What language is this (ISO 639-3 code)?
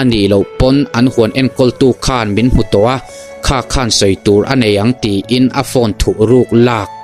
lus